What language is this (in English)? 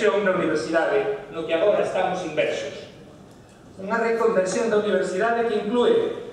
Galician